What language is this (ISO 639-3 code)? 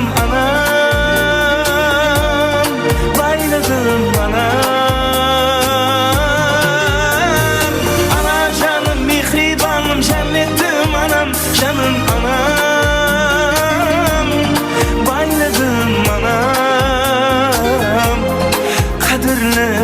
kaa